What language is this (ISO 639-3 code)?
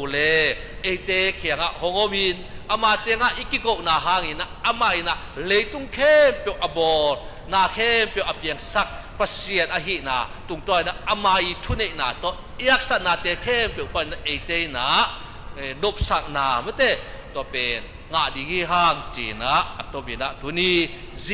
ctd